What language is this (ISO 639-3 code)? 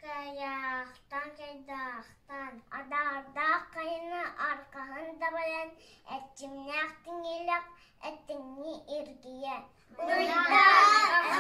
sah